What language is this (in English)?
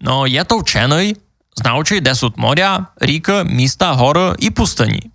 Rusyn